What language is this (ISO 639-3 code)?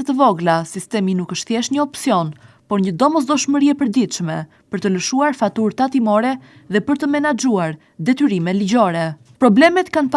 sqi